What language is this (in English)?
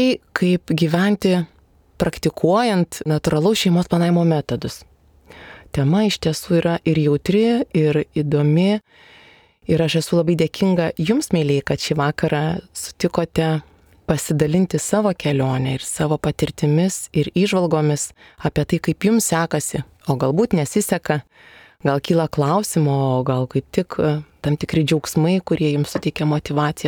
Lithuanian